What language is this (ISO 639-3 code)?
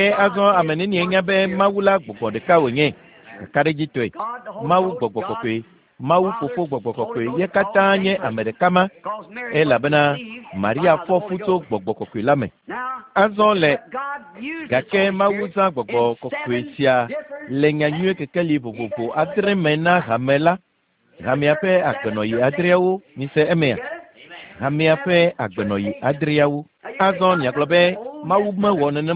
ewe